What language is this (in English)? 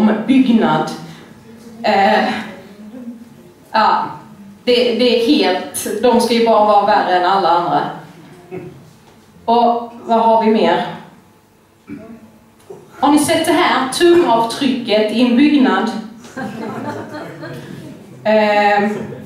Swedish